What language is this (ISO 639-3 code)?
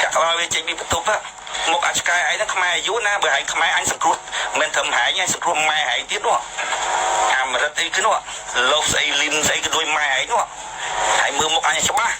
khm